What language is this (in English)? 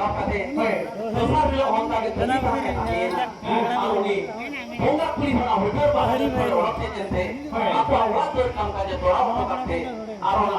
Santali